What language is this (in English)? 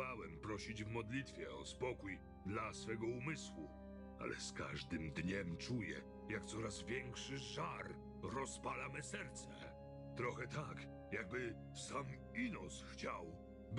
Polish